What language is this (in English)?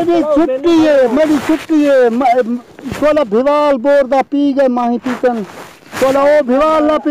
Saraiki